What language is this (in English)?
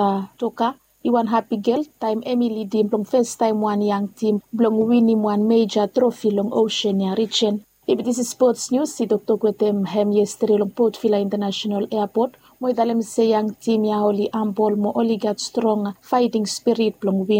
Bislama